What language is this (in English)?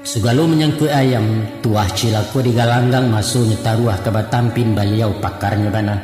Minangkabau